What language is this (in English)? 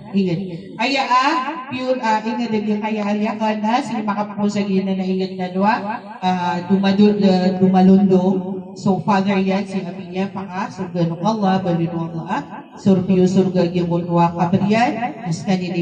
Maranao